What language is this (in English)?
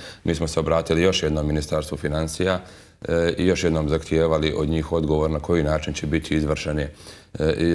Croatian